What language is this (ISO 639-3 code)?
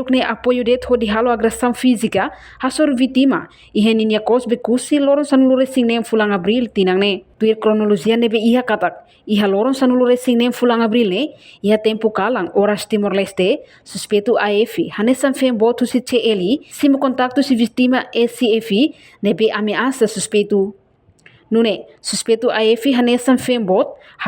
tet